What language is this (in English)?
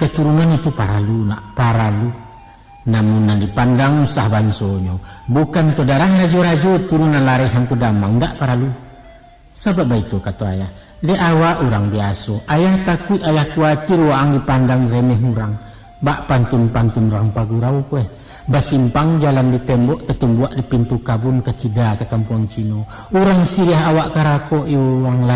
Minangkabau